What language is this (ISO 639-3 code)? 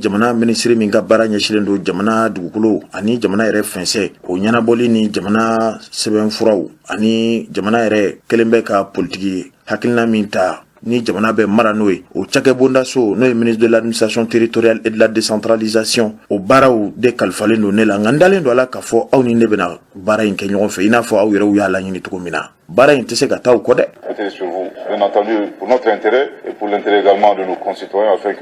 bam